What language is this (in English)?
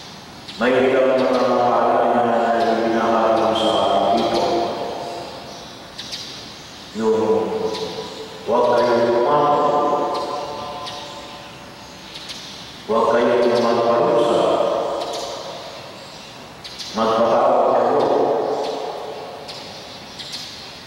Filipino